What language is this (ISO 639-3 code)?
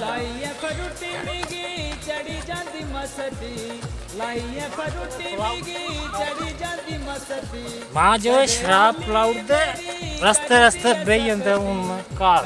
doi